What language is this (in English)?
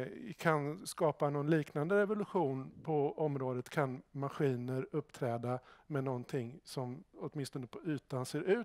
Swedish